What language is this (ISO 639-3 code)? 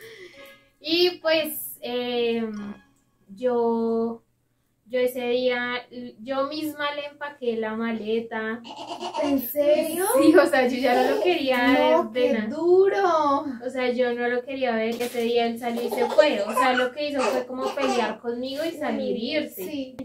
spa